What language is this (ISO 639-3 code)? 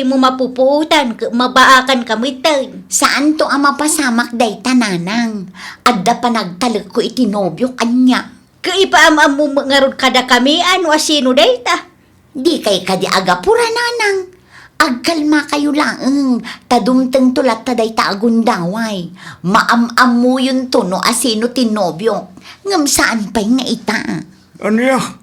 ilo